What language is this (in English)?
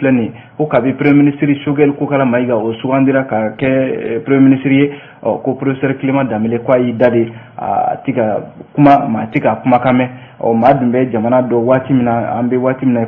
Bambara